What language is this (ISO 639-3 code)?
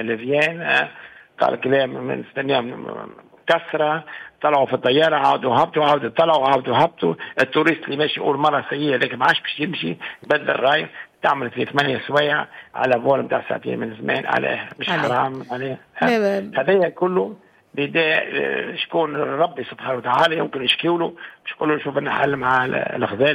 aeb